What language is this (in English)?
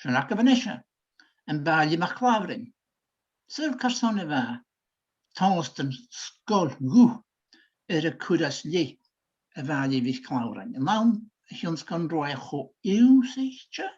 Scottish Gaelic